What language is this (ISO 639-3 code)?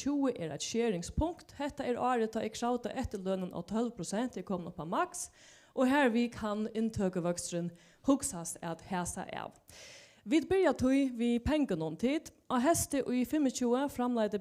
fao